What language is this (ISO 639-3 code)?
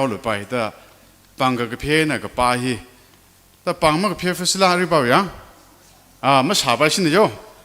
nmf